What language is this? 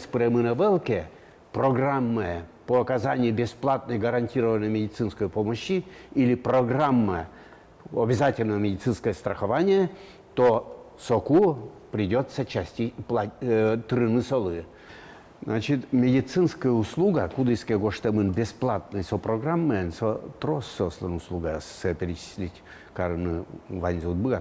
Udmurt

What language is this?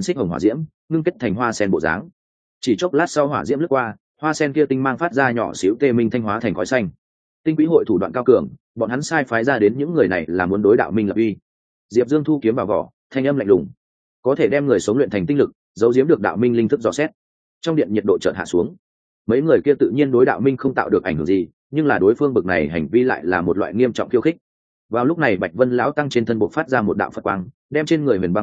Vietnamese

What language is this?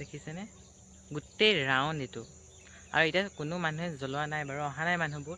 Assamese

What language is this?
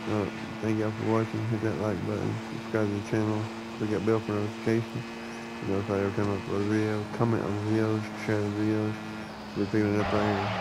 English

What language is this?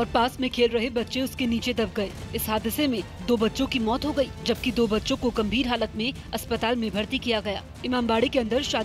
Hindi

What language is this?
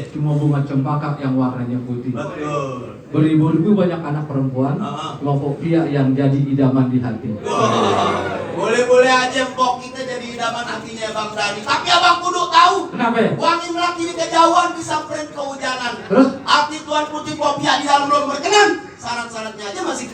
Betawi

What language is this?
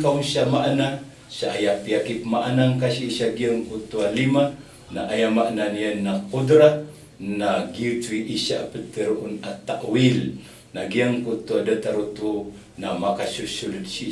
Maranao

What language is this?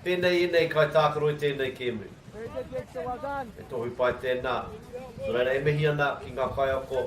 Māori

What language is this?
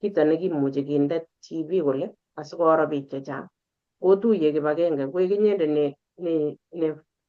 Kalenjin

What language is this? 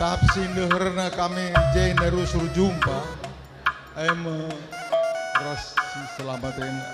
Batak Karo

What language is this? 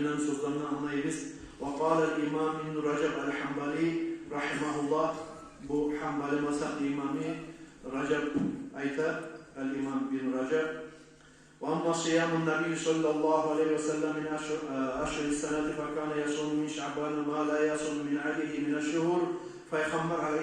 Kumyk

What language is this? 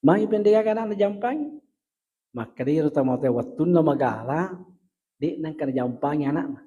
Buginese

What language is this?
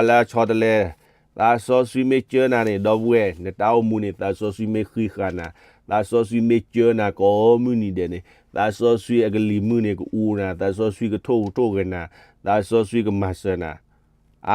S'gaw Karen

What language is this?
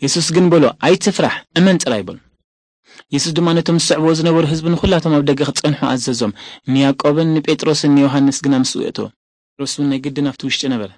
Tigrinya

